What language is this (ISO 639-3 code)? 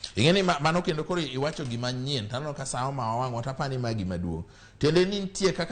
luo